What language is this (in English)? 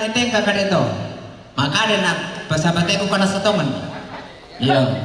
Toraja-Sa'dan